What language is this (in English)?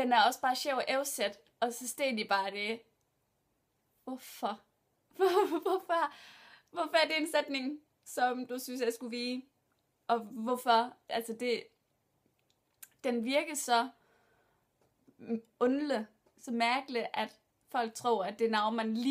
Danish